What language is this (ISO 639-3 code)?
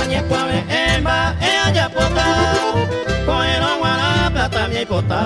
grn